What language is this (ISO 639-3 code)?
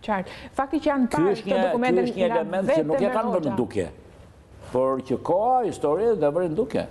sqi